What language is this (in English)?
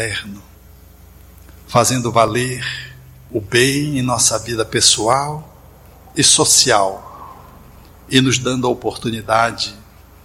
Portuguese